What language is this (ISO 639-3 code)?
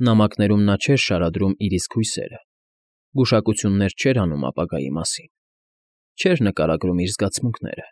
hye